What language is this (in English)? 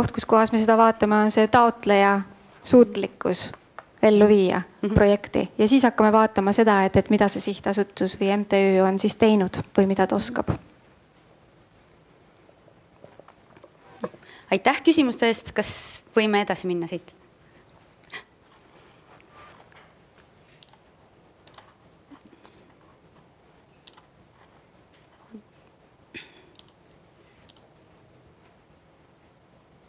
Estonian